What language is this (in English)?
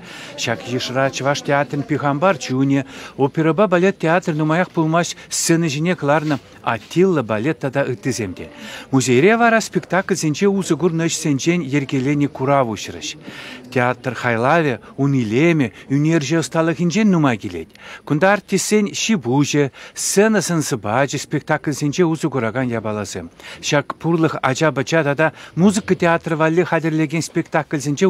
Chuvash